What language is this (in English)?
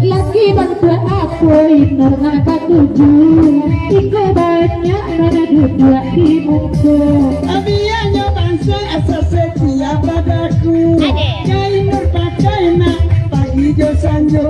Minangkabau